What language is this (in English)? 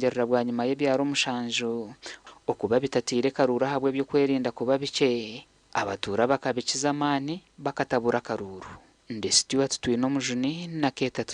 Nyankole